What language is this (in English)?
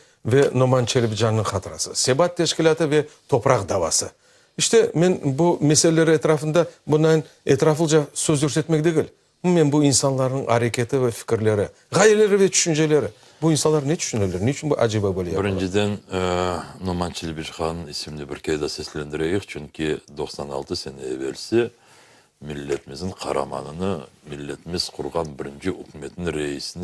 Crimean Tatar